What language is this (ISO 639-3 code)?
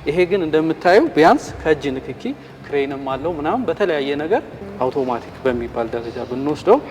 amh